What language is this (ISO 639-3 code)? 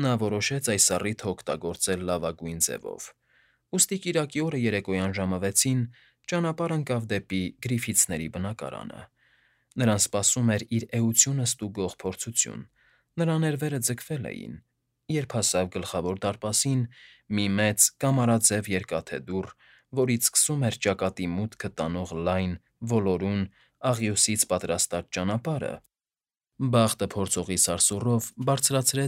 hye